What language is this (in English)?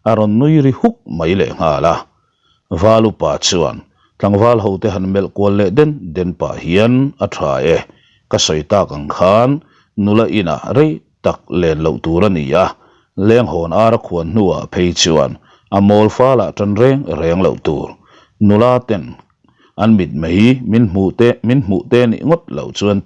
Mizo